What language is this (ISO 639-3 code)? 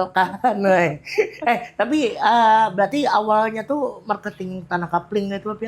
bjn